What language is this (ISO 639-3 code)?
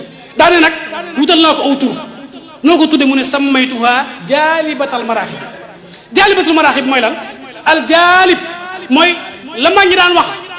wol